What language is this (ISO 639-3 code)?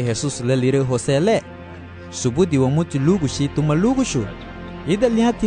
cab